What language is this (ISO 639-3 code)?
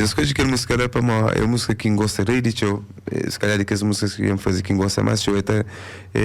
kea